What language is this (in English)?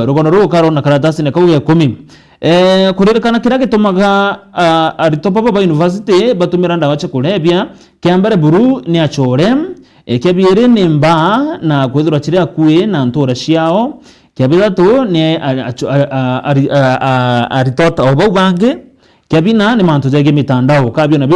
Meru